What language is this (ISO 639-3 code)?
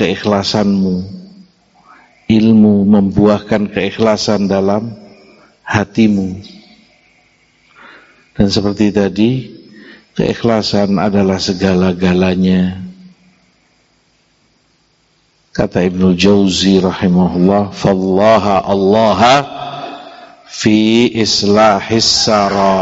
ind